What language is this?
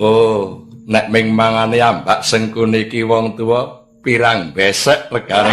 Javanese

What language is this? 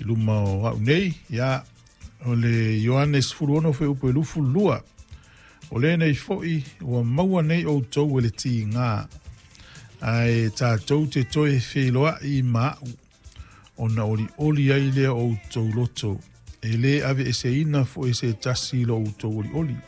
Samoan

